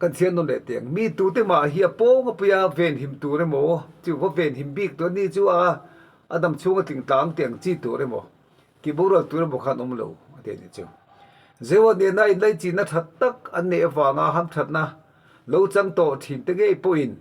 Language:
Mizo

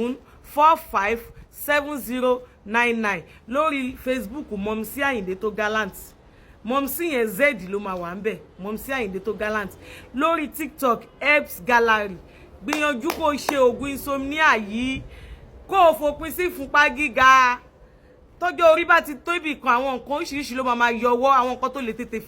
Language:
Yoruba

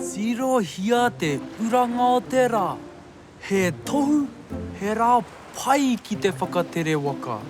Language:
Māori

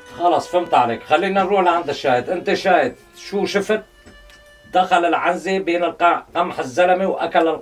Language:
North Levantine Arabic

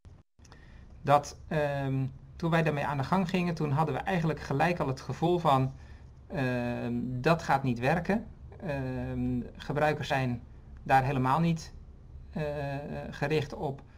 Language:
Dutch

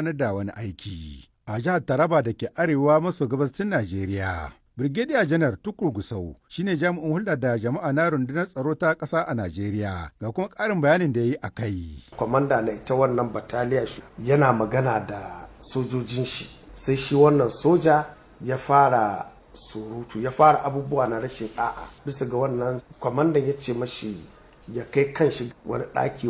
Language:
Hausa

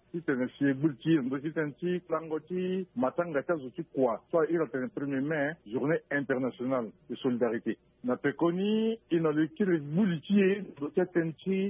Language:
Sango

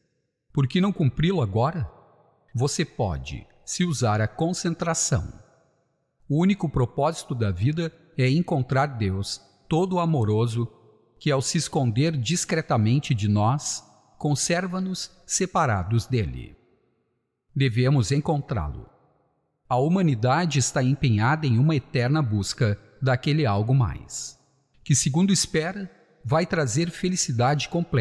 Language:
Portuguese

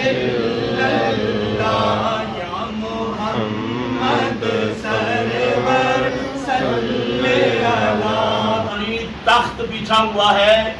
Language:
Pahari-Potwari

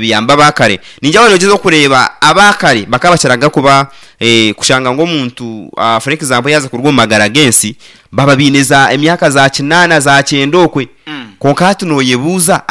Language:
Nyankole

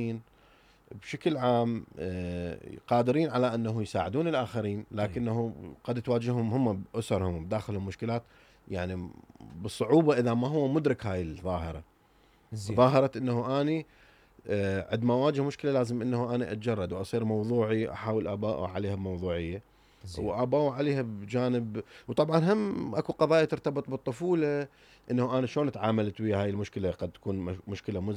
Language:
Mesopotamian Arabic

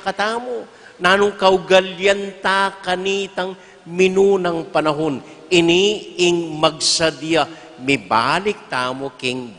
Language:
Pampanga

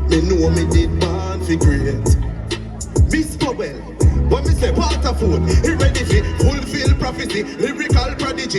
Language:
Jamaican Creole English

